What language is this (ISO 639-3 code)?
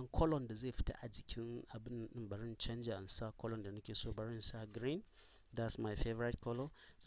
hau